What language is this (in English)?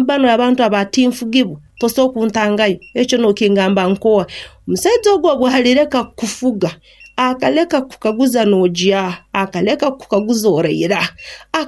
Nyankole